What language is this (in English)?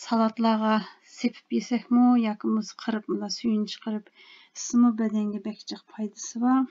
Uyghur